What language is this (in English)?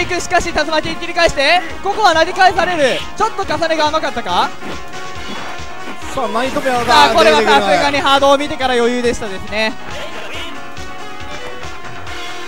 Japanese